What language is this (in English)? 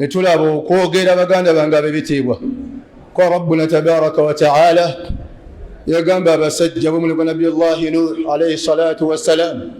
Ganda